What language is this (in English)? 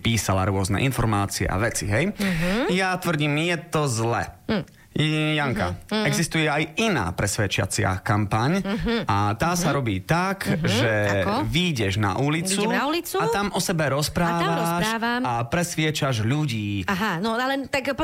Slovak